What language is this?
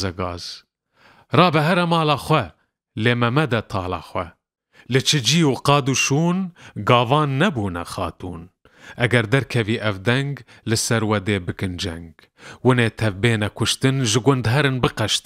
Kurdish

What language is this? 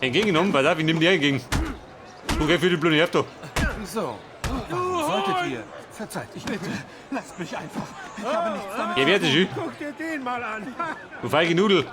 Bavarian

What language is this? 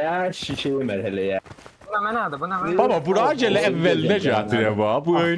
South Azerbaijani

